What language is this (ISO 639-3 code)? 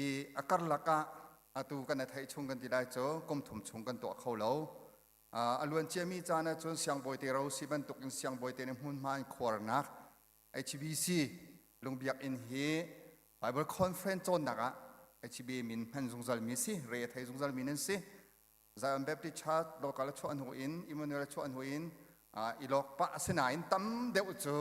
cnh